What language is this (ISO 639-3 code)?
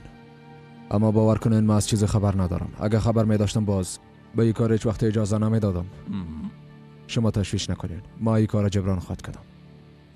fas